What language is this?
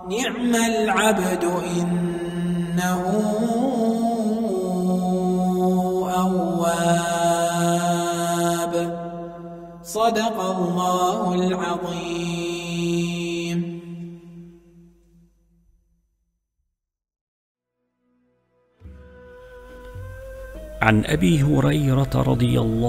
Arabic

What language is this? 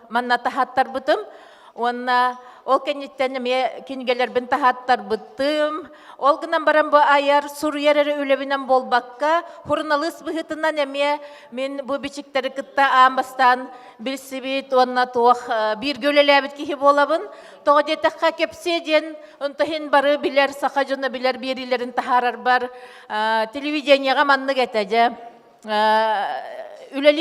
Yakut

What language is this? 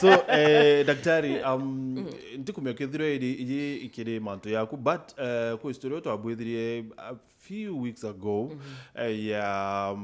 Meru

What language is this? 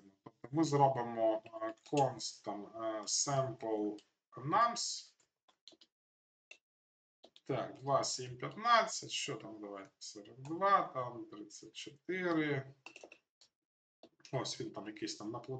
Ukrainian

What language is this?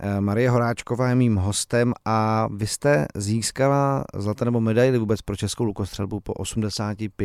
Czech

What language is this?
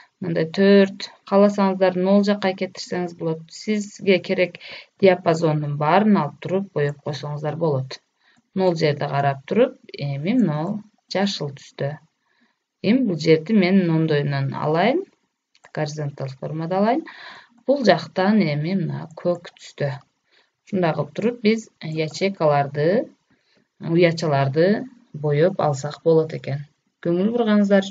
Kyrgyz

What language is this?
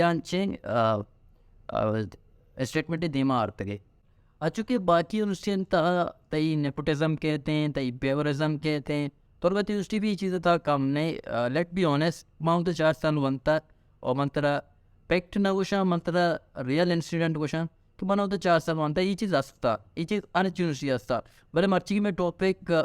Baluchi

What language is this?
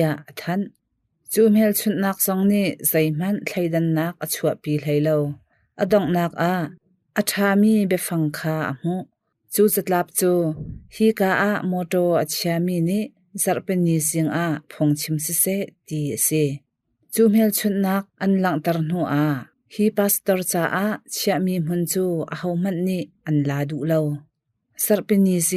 Hakha Chin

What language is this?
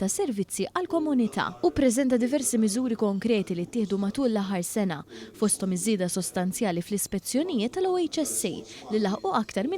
Maltese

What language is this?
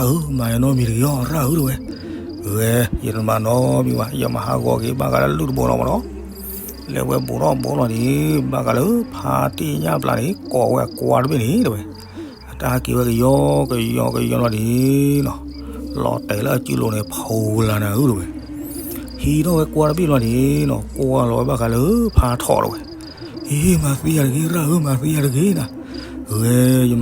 S'gaw Karen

